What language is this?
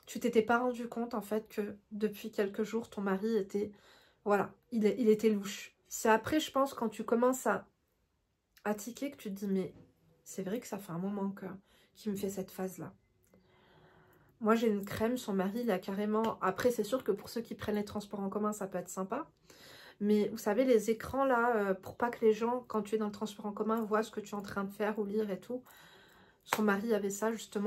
French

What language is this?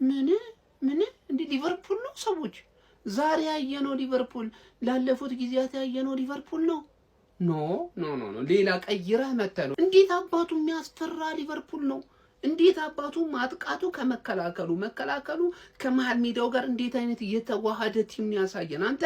Amharic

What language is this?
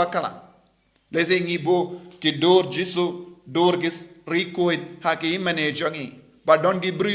Khasi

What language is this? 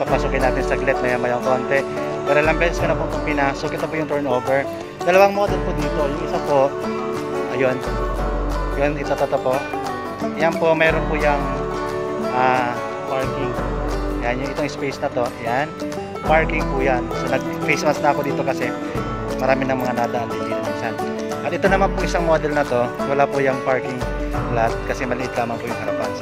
Filipino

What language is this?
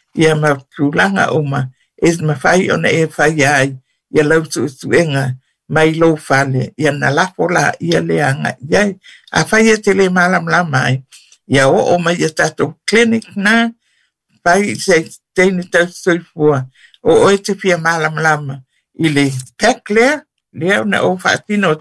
Samoan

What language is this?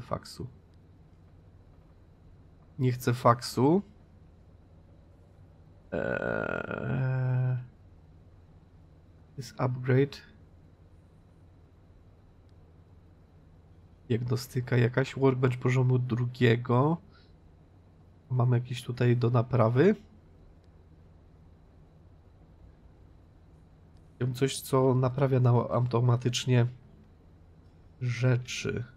Polish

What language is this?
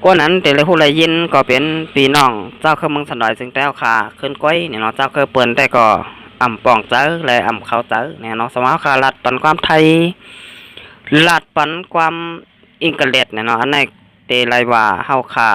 Shan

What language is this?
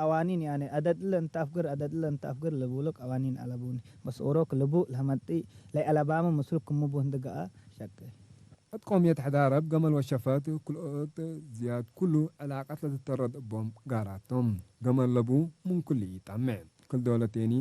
Tigre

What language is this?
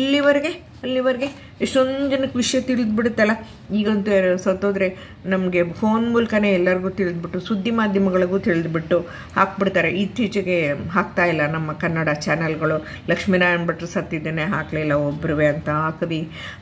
Kannada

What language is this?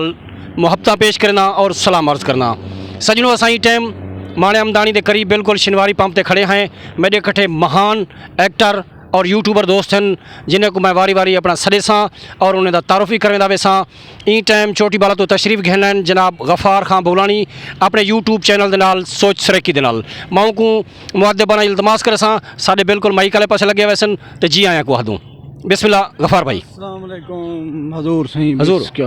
Saraiki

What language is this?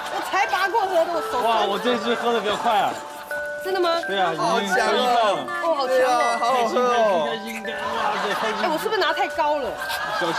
Chinese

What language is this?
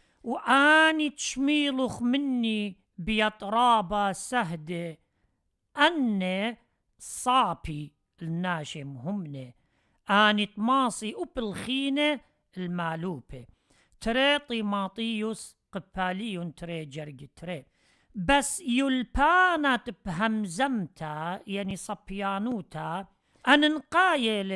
Assyrian Neo-Aramaic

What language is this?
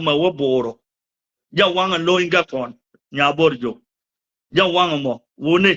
Nuer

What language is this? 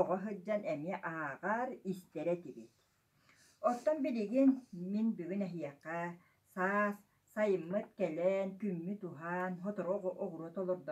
Yakut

